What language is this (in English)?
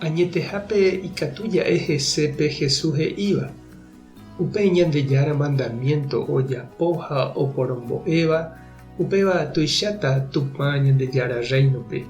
Guarani